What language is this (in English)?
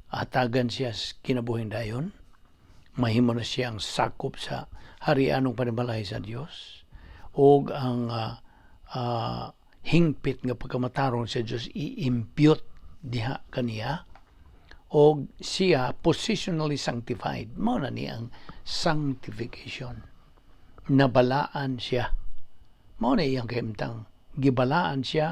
Cebuano